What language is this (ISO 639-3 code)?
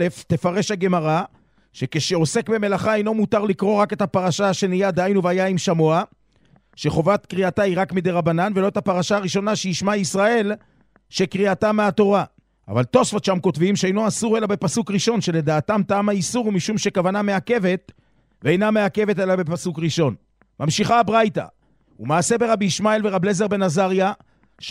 heb